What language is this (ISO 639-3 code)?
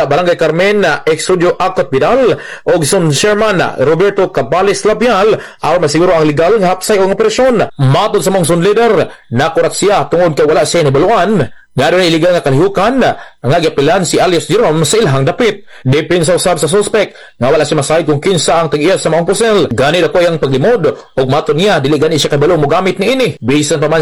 ceb